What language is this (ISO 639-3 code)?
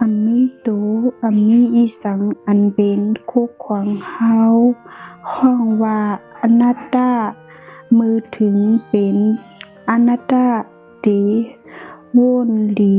shn